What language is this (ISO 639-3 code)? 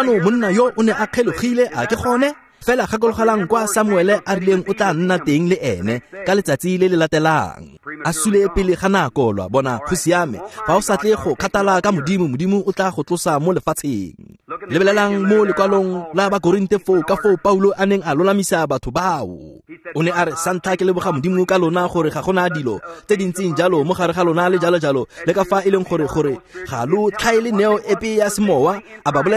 tsn